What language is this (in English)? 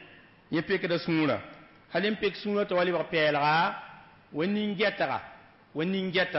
Mossi